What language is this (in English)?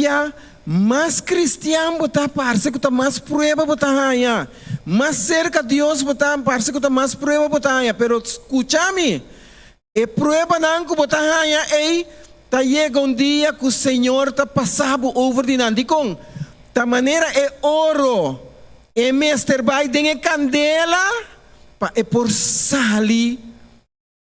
Papiamento